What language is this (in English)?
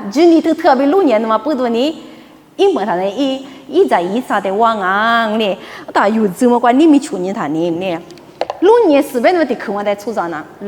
Lisu